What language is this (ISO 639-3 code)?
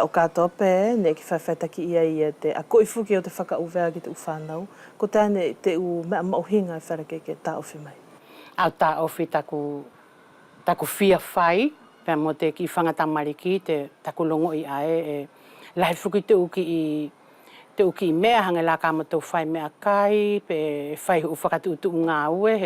wls